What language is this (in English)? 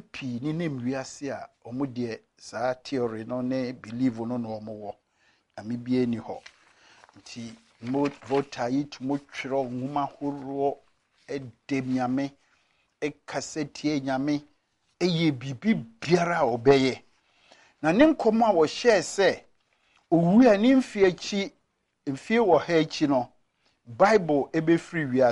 Akan